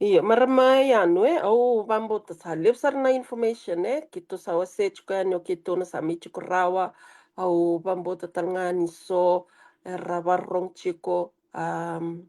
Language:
Fijian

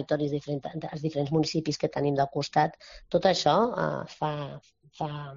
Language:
Catalan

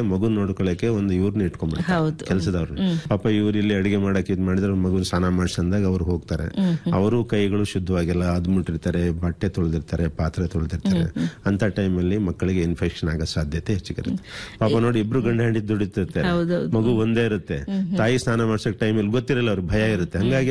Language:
Kannada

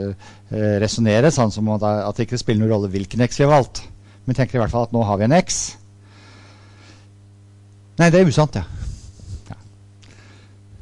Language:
Norwegian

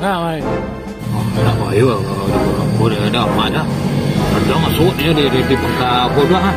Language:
Minangkabau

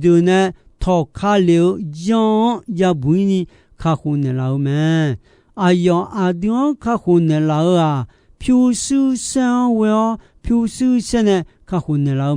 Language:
Akha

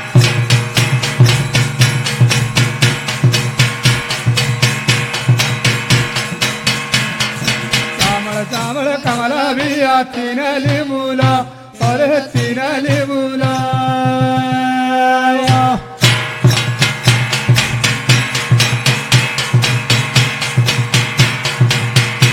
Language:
Lambadi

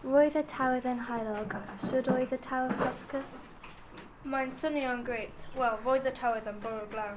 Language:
Welsh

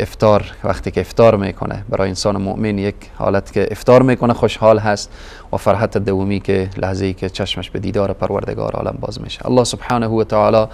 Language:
Persian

